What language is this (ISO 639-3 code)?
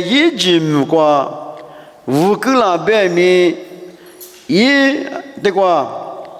lis